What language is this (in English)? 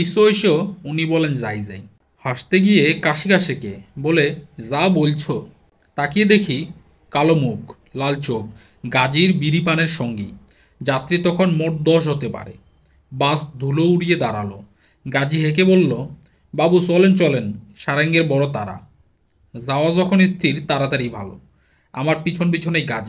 Bangla